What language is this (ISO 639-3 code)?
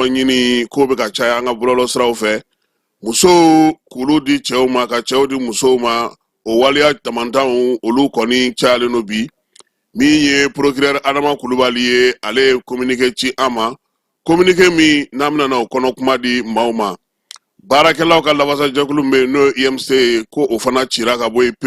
bam